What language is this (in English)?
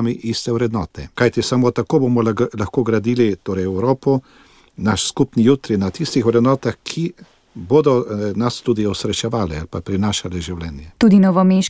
Slovenian